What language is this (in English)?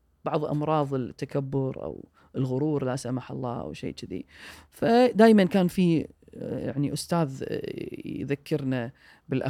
Gulf Arabic